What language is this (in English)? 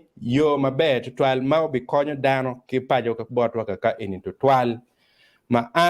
Acoli